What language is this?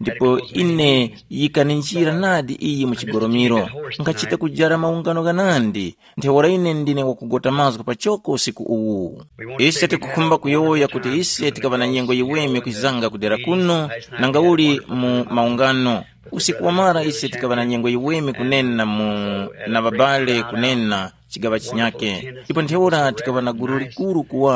Tumbuka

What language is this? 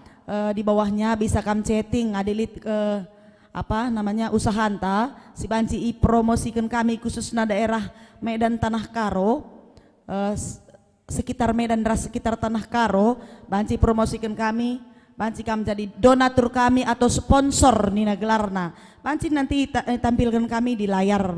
Batak Karo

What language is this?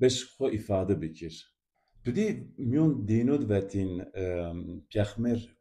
Zaza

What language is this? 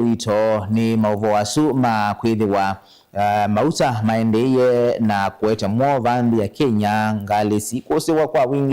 Kamba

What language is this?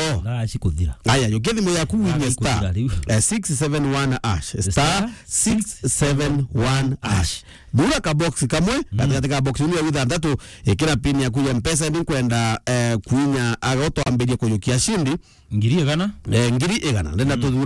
Meru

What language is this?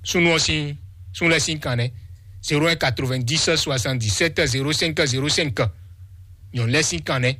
Fon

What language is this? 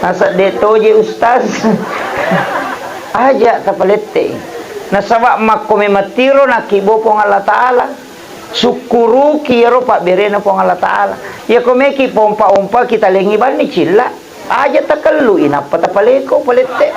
Buginese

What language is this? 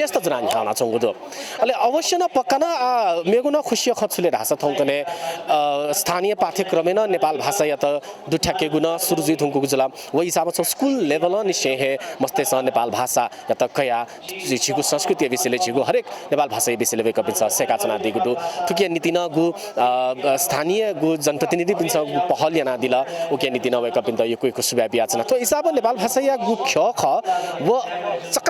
Newari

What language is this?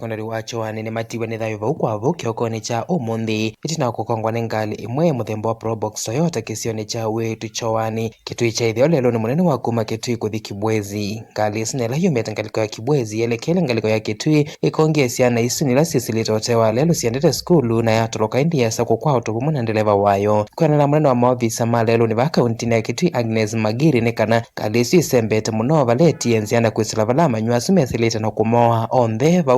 Kamba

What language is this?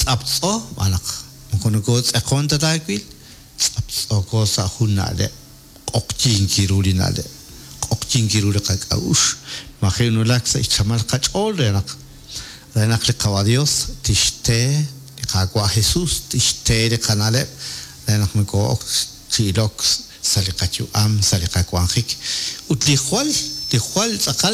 Kekchí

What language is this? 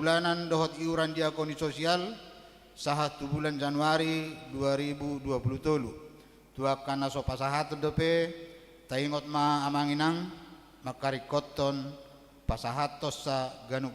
Batak Toba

